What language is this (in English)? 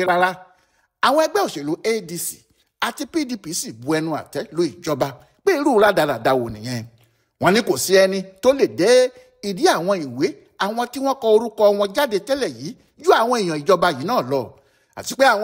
Yoruba